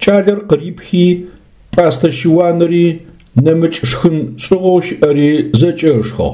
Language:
Adyghe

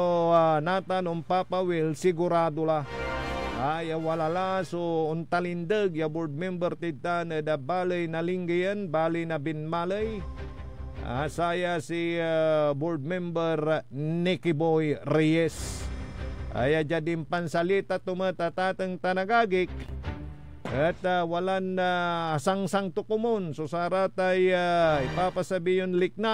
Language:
Pangasinan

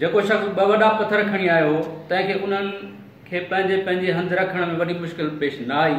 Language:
Sindhi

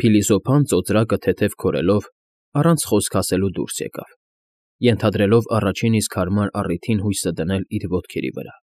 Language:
Armenian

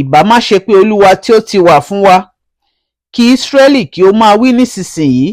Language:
Yoruba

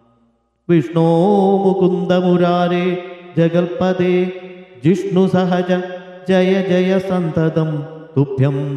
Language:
Malayalam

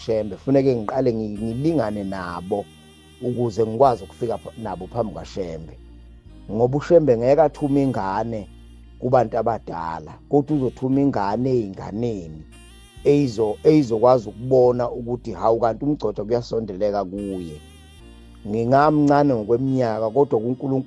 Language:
Zulu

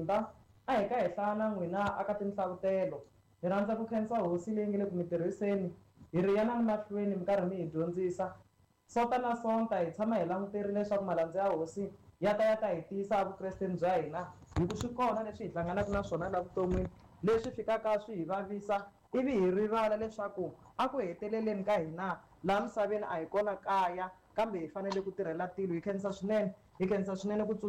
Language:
Tsonga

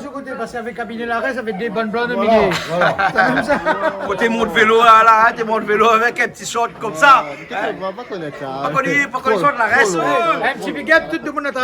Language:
Réunion Creole French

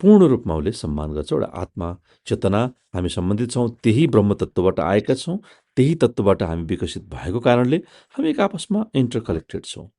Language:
Nepali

